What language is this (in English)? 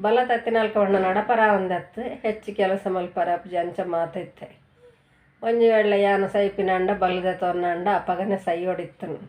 Tulu